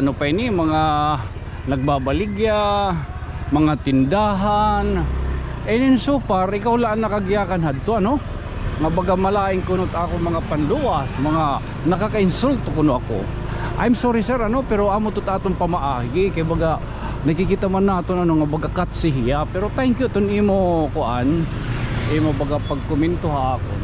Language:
Waray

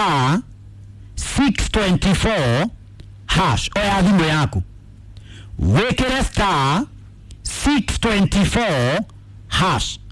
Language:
Kikuyu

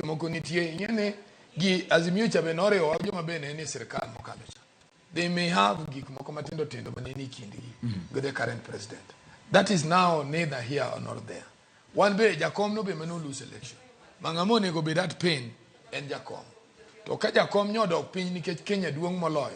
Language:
Luo (Kenya and Tanzania)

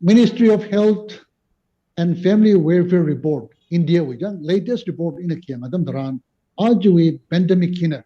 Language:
Tangkhul Naga (India)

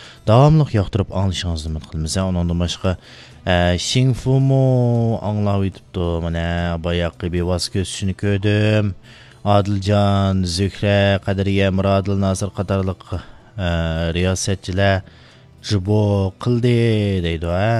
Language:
Uyghur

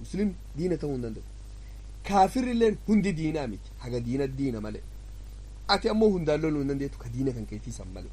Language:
Oromo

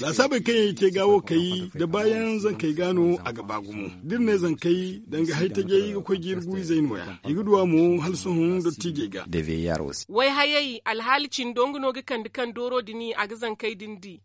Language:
Zarma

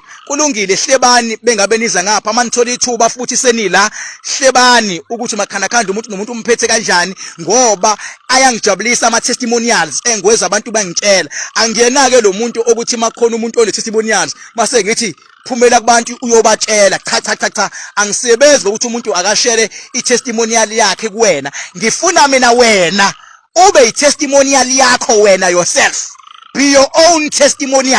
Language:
Zulu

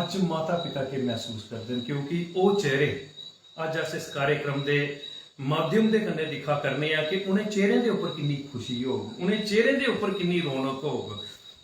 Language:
Dogri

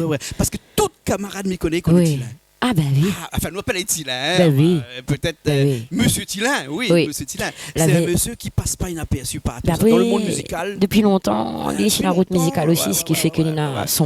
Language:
Réunion Creole French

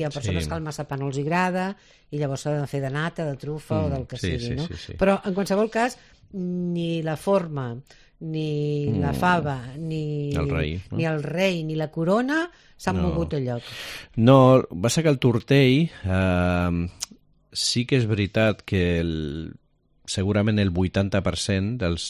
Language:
Catalan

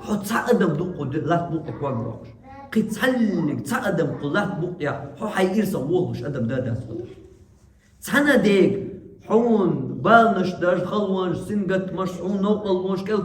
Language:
Chechen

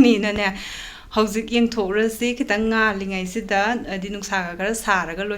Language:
Manipuri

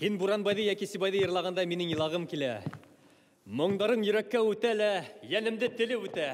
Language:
Bashkir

